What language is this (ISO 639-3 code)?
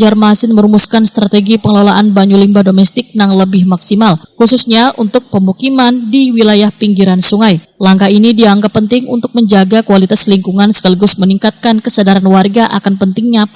bjn